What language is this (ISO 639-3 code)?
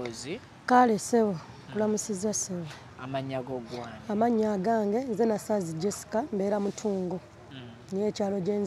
lug